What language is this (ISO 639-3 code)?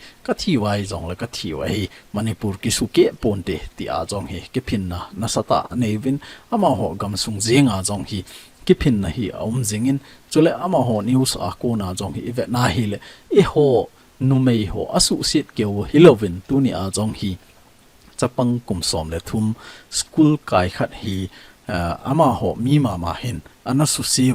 tcz